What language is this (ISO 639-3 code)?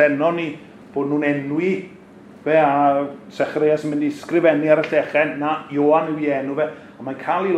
cym